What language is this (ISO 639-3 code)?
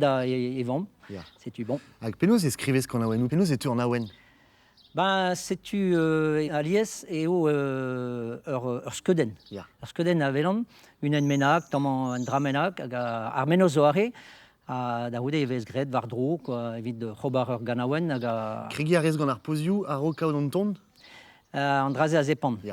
bre